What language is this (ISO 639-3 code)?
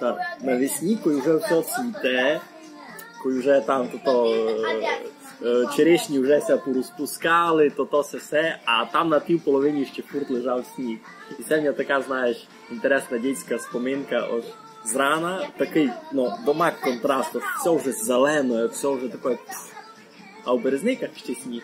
rue